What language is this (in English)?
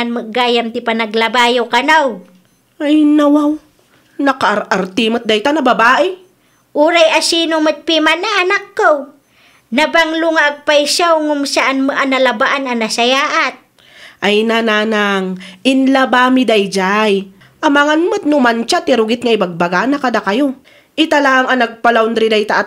Iloko